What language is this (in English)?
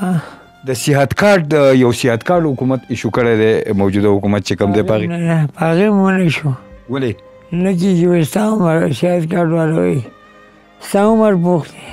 Pashto